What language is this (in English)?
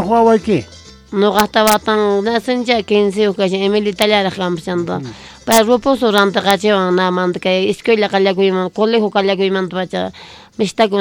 South Bolivian Quechua